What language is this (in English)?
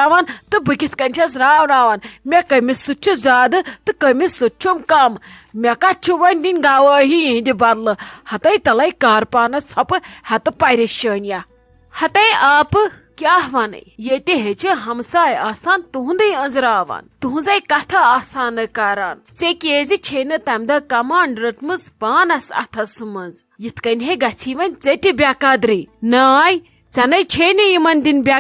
Kashmiri